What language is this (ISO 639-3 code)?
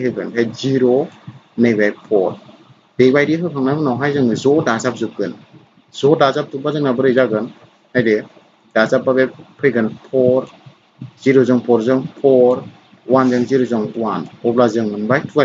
brx